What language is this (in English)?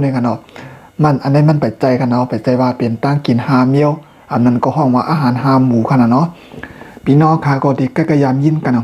Shan